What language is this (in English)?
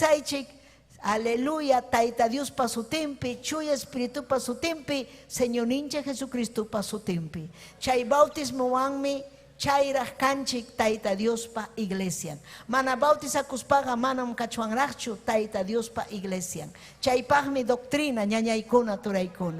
Ayacucho Quechua